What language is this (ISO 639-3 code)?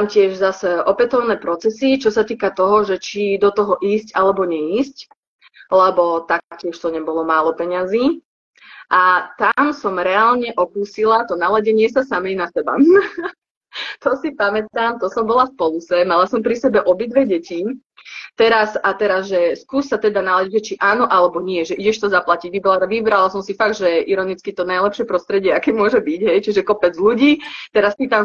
slk